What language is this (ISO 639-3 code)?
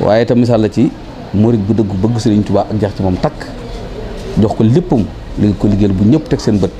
wol